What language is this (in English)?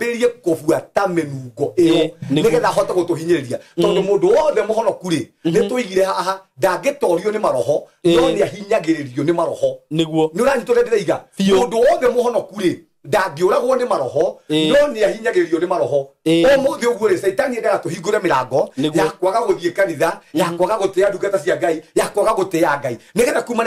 Kikuyu